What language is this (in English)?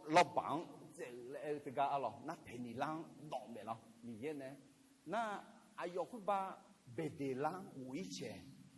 Akha